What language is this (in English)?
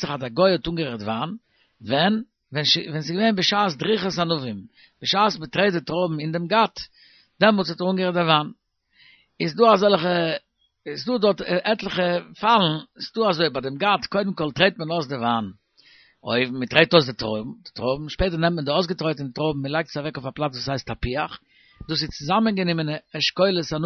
Yiddish